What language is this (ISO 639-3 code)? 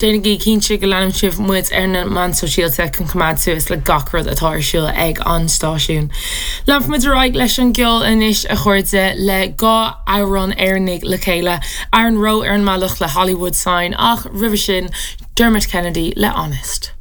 gle